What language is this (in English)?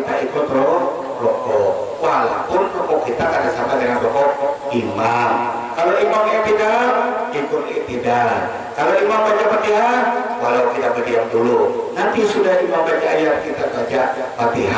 Banjar